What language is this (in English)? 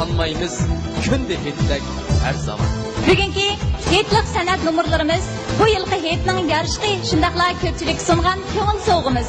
Uyghur